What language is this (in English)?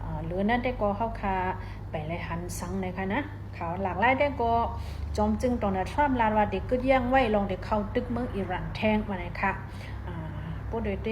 Shan